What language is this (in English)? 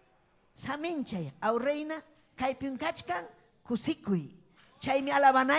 Ayacucho Quechua